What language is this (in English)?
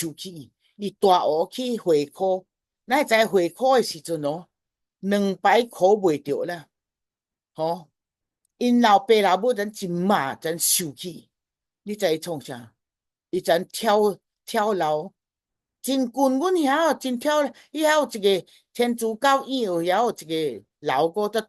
Min Nan Chinese